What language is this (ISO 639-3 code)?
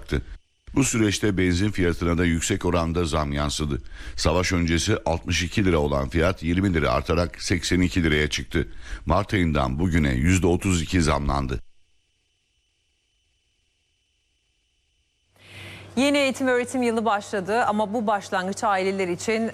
tur